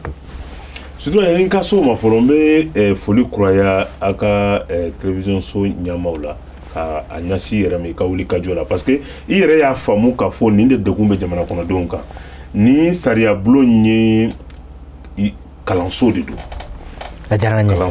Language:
Bambara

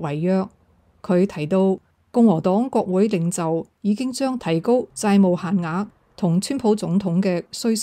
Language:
Cantonese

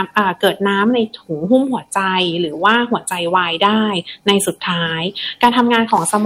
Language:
Thai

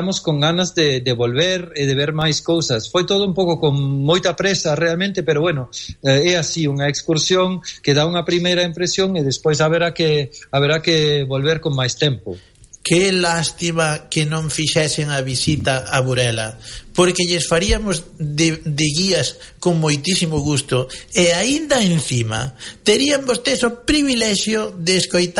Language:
Galician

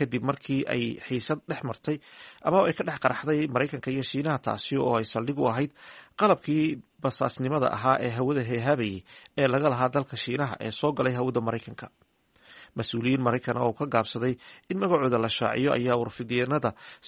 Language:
Somali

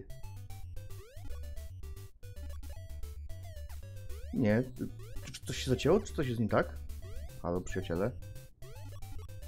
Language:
Polish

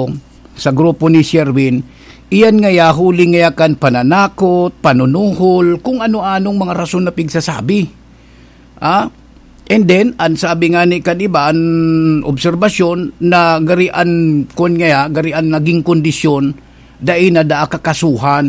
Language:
Bikol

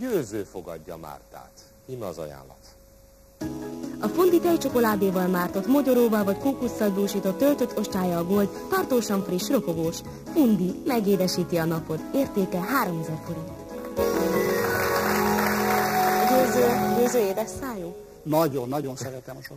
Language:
Hungarian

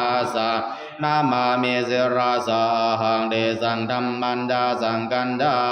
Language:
Pali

